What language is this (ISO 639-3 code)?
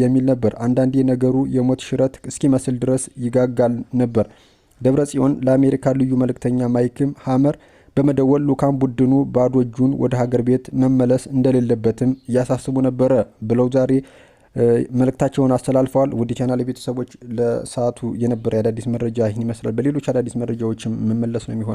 amh